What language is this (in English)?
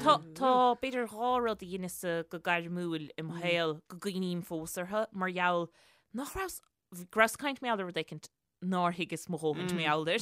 Irish